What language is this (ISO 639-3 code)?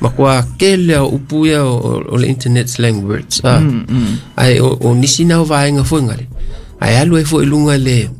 smo